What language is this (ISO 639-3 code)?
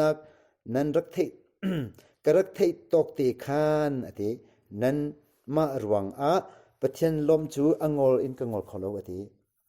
cnh